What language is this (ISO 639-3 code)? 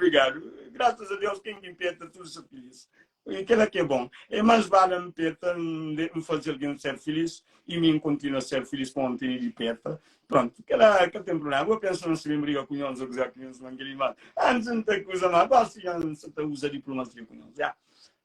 kea